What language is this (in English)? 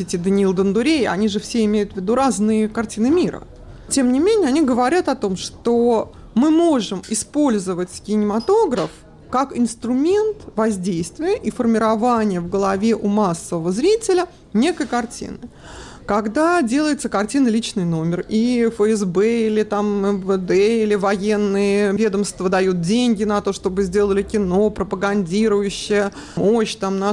Russian